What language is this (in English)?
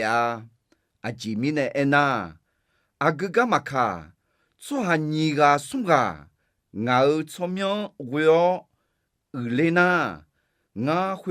Akha